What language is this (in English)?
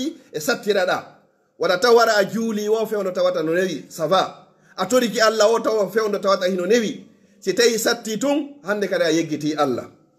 Fula